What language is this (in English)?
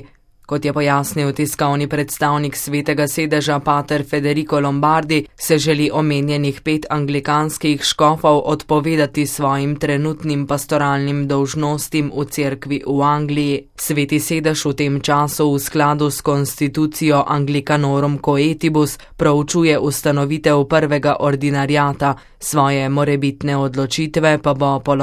Slovenian